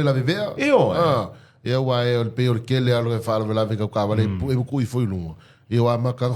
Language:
Samoan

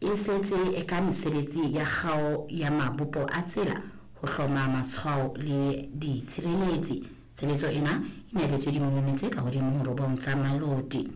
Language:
Southern Sotho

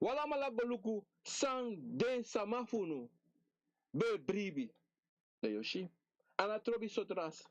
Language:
Sranan Tongo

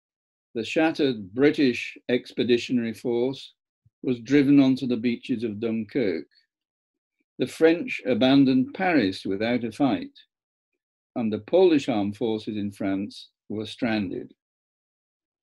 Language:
English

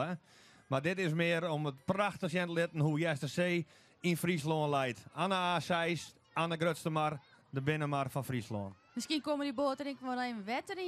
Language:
Western Frisian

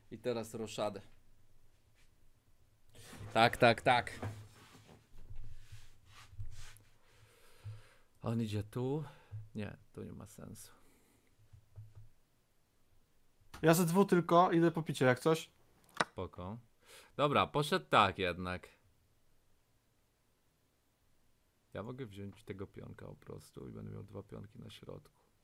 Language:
Polish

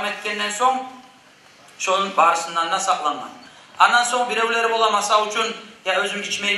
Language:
Kumyk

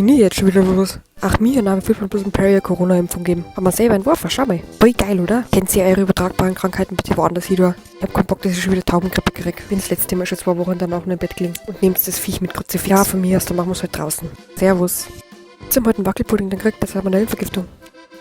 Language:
Bavarian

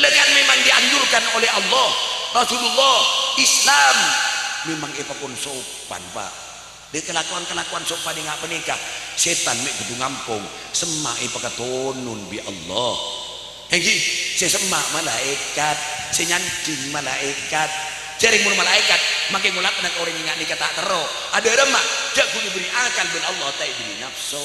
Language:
Madurese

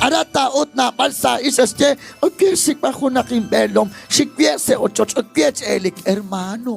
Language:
Kekchí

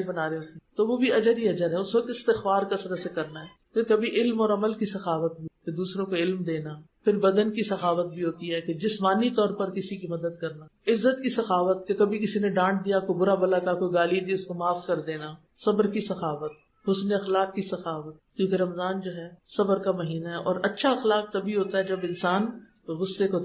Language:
Urdu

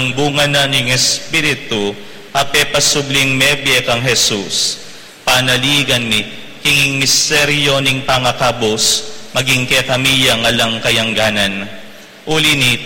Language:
Pampanga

